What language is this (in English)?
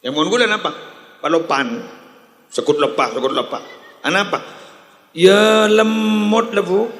Madurese